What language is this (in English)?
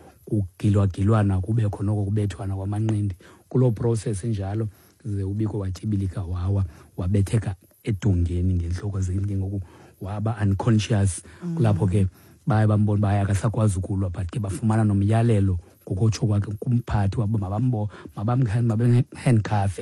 Xhosa